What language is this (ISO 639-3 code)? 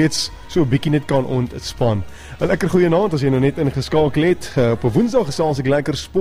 afr